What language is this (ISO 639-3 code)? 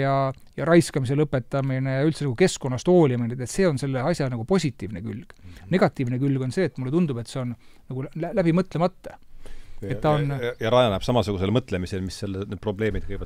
est